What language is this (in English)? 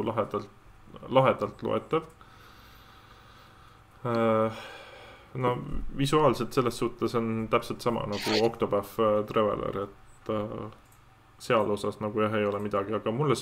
Estonian